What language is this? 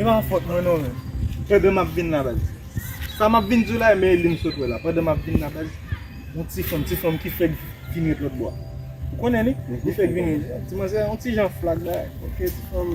Haitian Creole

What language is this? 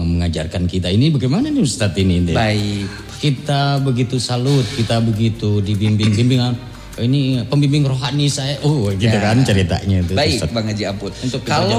Indonesian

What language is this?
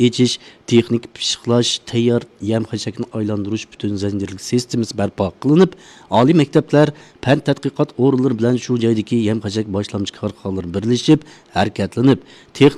Uyghur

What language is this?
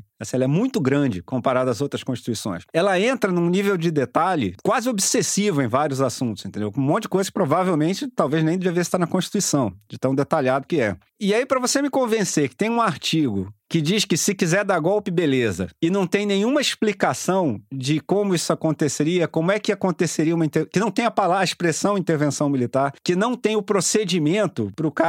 Portuguese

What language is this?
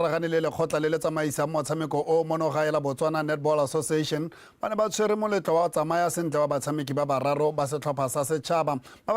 Tswana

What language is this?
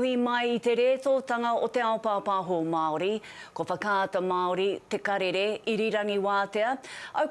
Māori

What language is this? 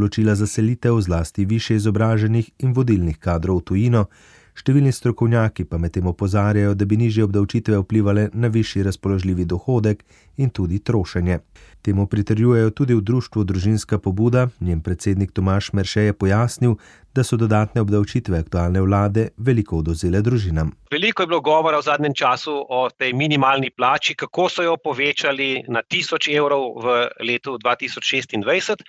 Slovenian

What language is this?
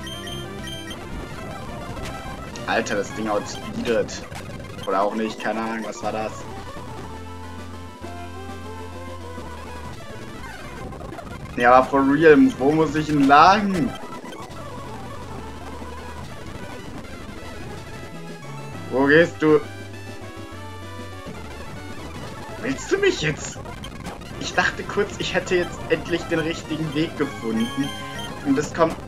German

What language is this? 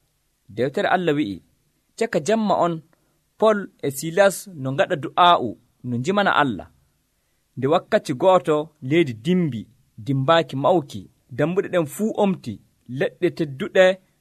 Nigerian Fulfulde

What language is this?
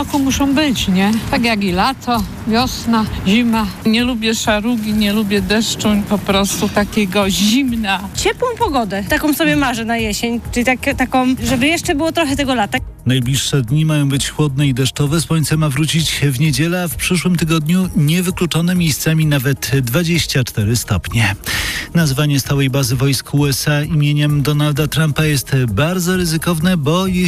Polish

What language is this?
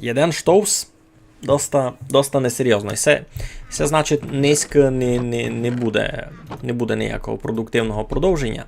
Rusyn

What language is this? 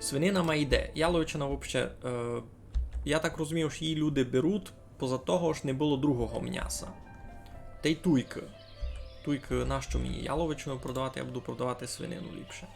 Rusyn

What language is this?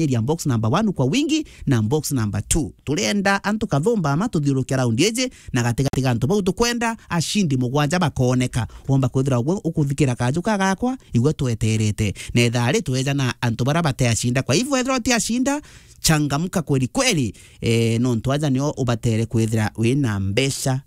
Meru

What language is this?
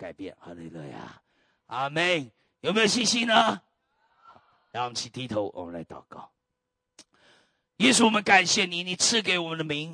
Chinese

